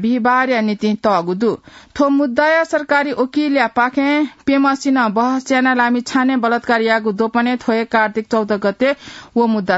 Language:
Newari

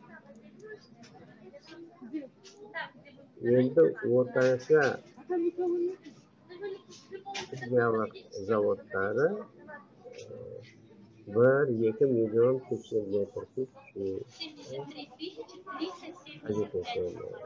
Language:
Kazakh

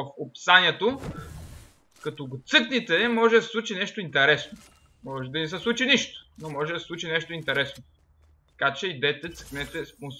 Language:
Bulgarian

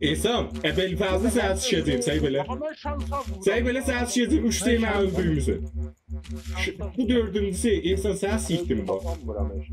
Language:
South Azerbaijani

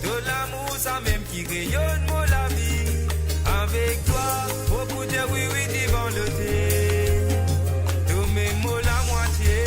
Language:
Morisyen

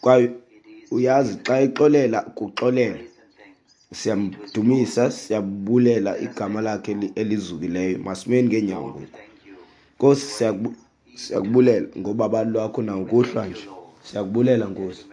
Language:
Xhosa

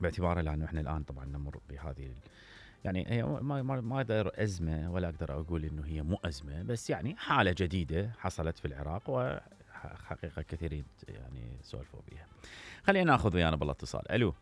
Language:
Mesopotamian Arabic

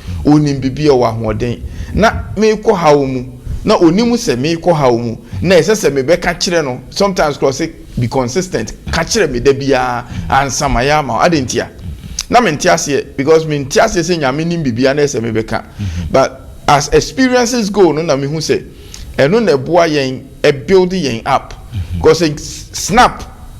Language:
Akan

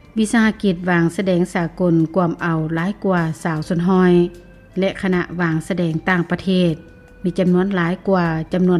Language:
Lao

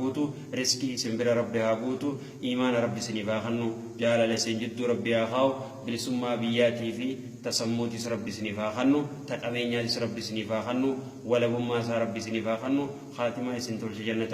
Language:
Oromo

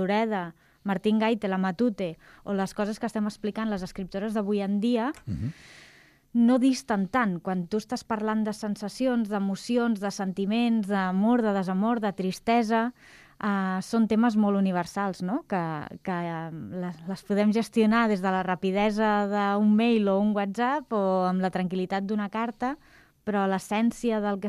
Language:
Catalan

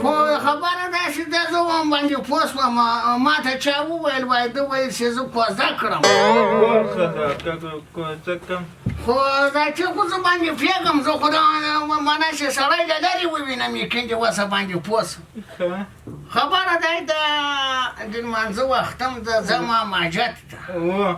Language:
Pashto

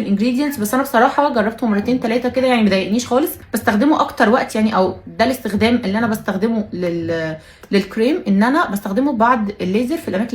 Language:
Egyptian Arabic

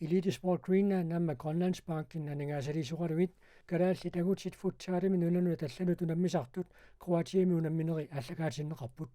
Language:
Kalaallisut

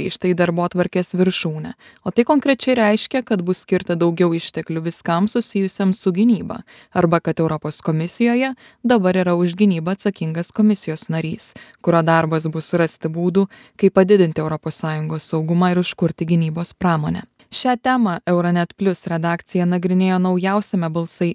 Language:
Lithuanian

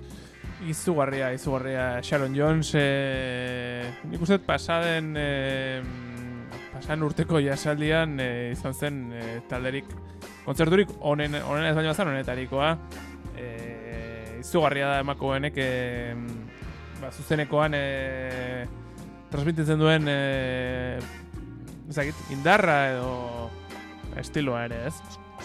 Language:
Basque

